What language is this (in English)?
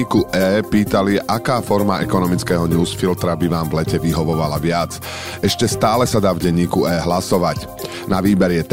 Slovak